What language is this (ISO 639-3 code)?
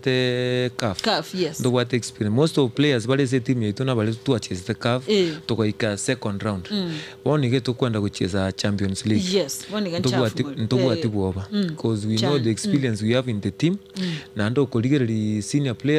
guz